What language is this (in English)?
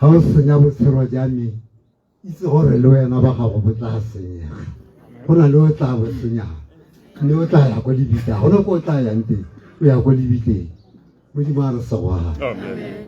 Tswana